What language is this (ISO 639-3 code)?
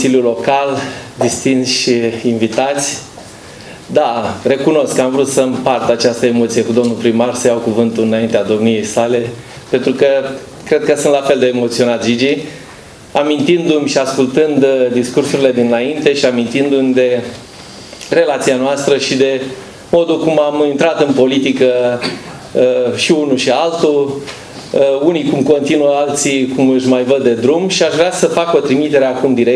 ron